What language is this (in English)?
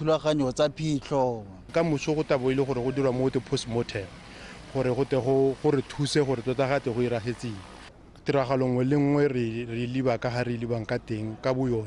Tswana